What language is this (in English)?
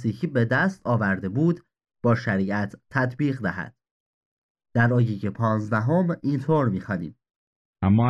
Persian